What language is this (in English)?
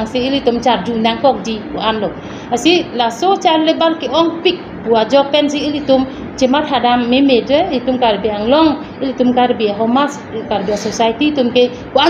Karbi